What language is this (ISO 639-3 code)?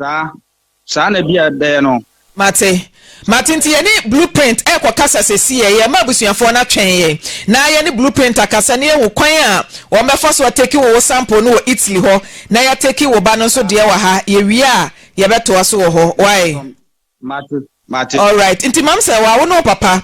aka